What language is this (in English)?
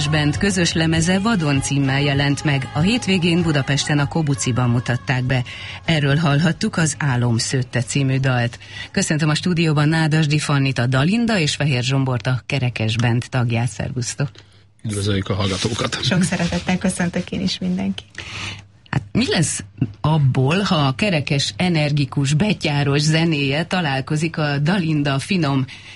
Hungarian